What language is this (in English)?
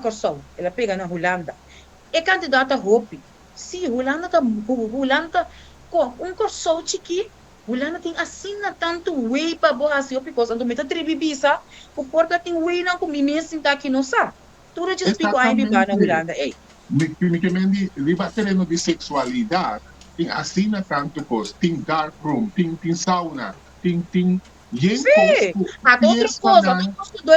Papiamento